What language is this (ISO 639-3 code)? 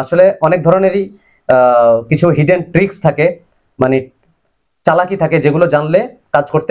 ben